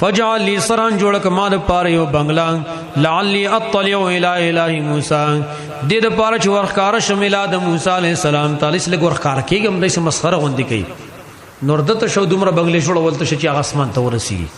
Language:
Pashto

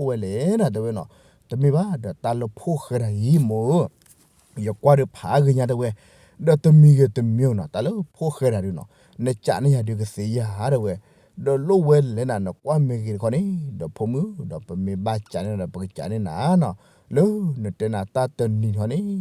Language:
S'gaw Karen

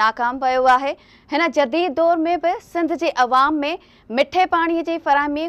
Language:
Sindhi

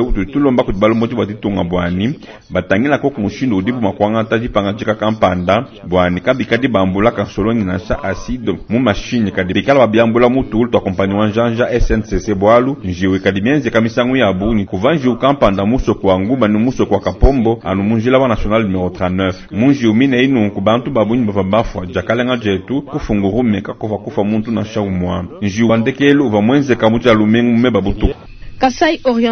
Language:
Luba-Lulua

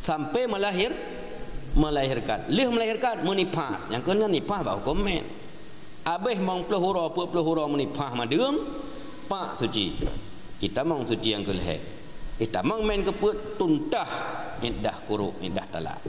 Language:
Achinese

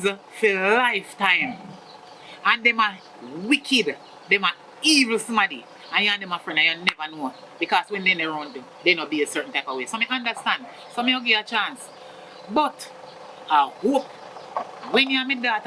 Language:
Jamaican Creole English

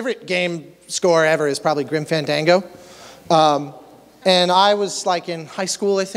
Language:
English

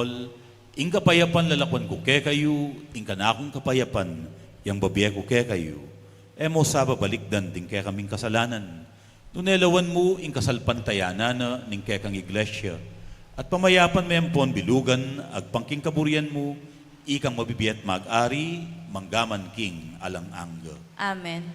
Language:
Pampanga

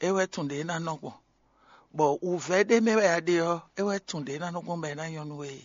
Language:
Fon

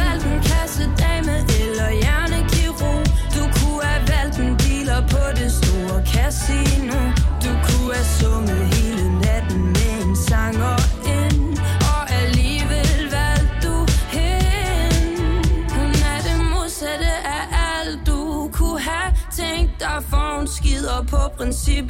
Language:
Danish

